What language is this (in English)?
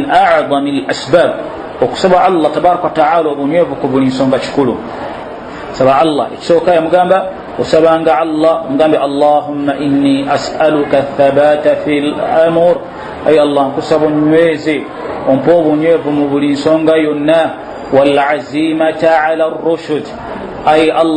Ganda